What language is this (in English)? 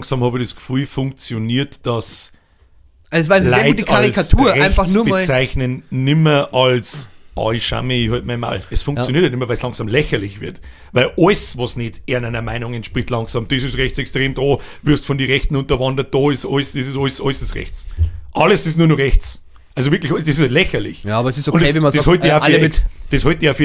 Bavarian